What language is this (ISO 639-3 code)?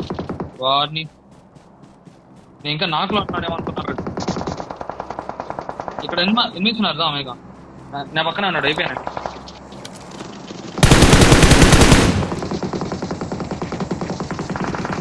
tel